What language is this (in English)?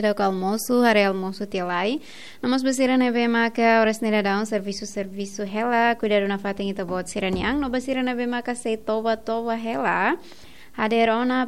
Tetum